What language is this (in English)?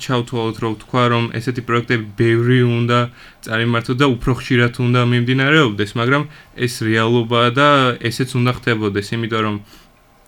Georgian